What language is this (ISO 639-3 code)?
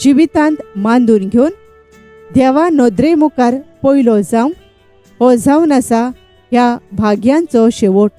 kok